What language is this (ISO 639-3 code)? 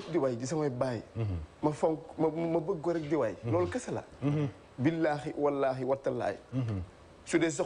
wol